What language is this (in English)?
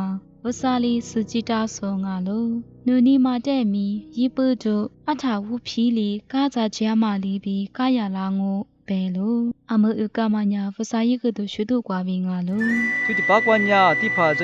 Lisu